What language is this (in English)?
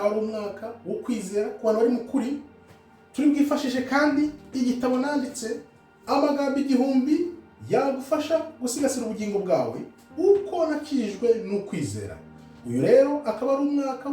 Kinyarwanda